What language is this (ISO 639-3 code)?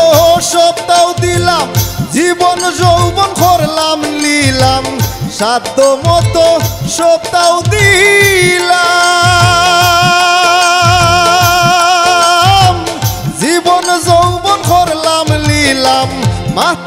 syl